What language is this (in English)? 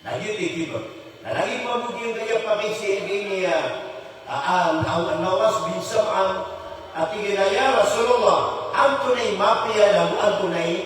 Maranao